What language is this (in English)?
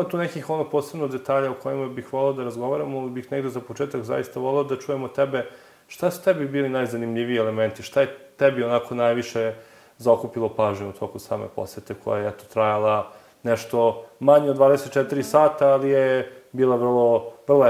Serbian